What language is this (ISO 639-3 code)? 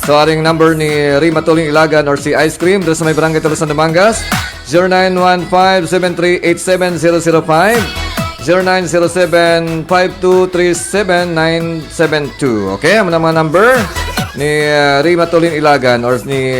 hil